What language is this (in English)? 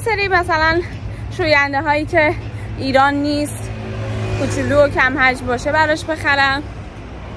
Persian